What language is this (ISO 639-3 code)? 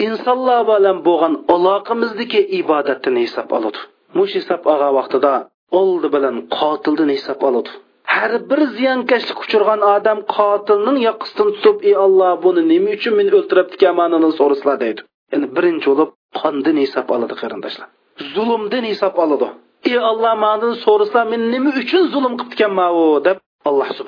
uig